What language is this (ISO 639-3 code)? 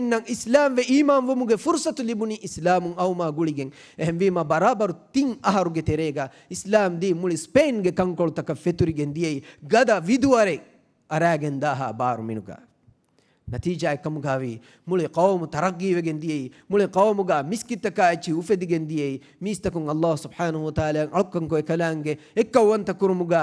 div